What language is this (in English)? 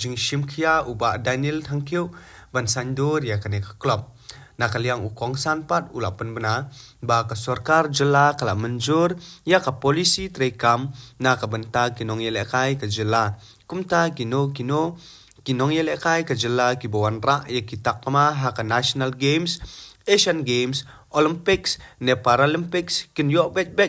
Khasi